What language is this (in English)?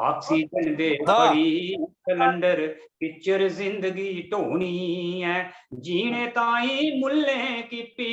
Dogri